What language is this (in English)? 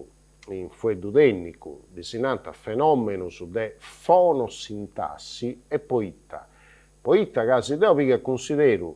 Sardinian